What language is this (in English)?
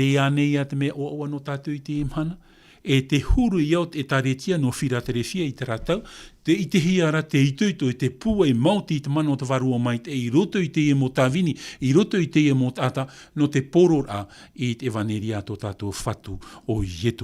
Tahitian